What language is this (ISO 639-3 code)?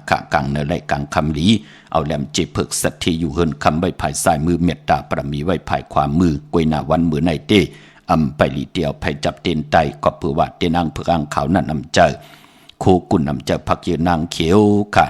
shn